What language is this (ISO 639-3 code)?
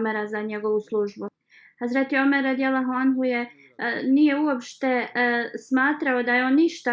bos